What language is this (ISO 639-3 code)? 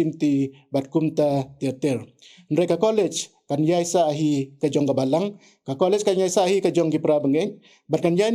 kha